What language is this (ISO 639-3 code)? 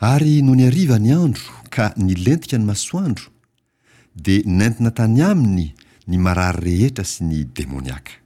mlg